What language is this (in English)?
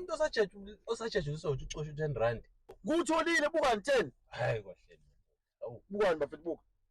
Zulu